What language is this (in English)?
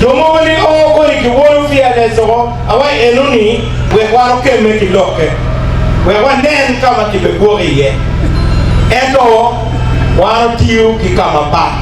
Acoli